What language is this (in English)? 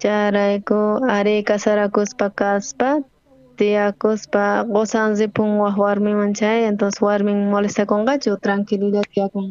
South Bolivian Quechua